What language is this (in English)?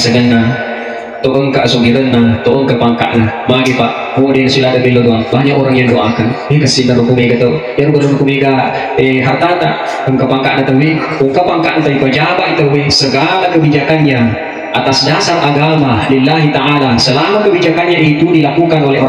Buginese